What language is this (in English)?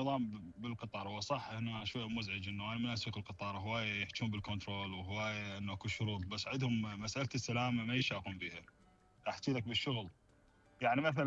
Mesopotamian Arabic